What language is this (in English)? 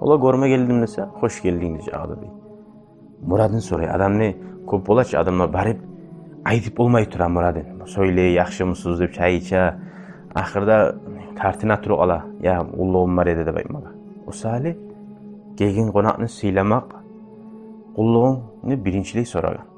Kumyk